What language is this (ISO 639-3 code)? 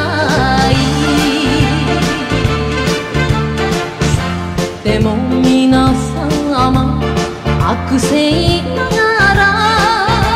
jpn